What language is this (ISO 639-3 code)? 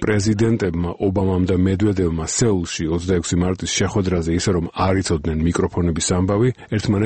kat